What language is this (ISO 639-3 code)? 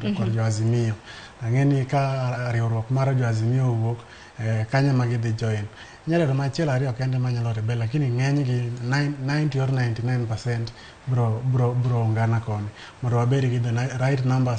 luo